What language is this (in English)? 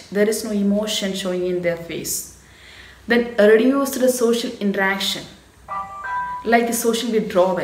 English